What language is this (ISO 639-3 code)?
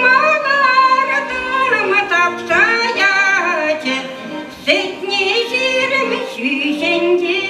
chv